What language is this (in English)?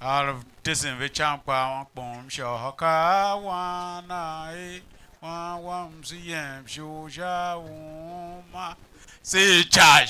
Tiv